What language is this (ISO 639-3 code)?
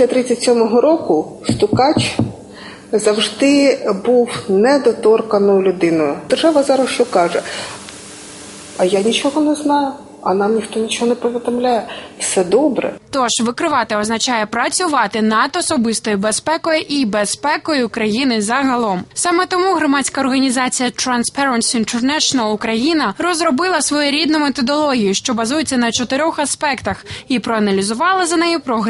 ukr